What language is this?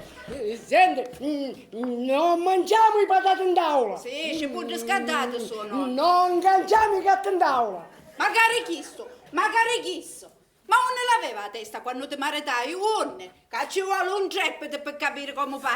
Sicilian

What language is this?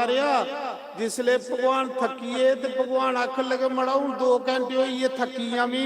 Dogri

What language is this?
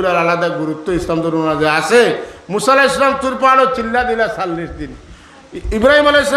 Sylheti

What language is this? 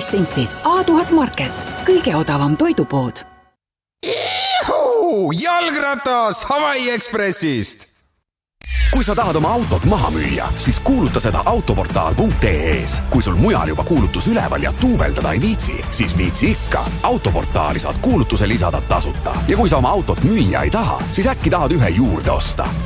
Estonian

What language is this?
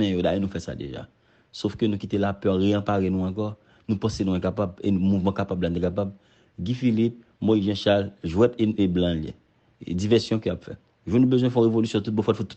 Haitian Creole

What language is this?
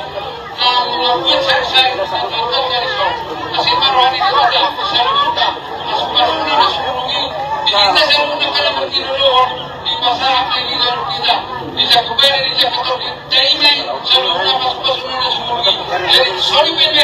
Batak Toba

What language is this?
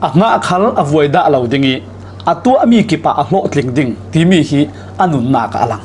Falam Chin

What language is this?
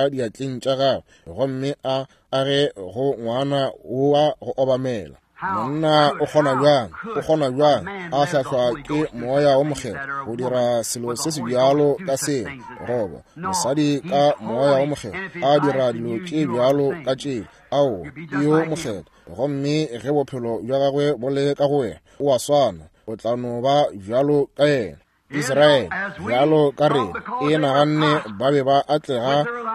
Northern Sotho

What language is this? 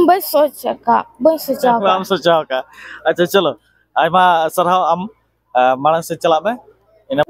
Santali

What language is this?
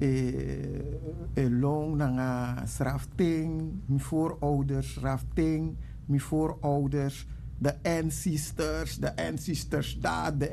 Sranan Tongo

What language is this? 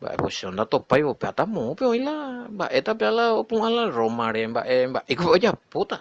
Guarani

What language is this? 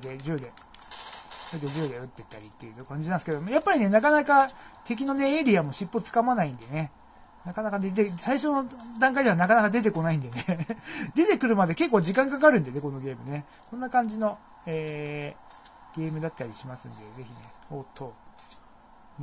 Japanese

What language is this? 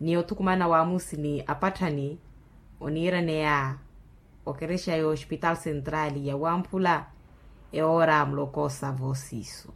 Makhuwa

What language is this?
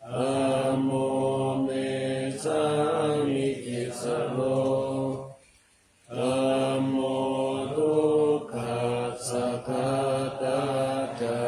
Pali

